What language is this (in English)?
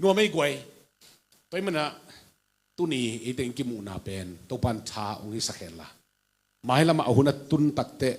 Tedim Chin